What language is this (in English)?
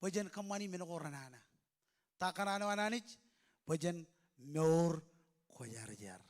Marshallese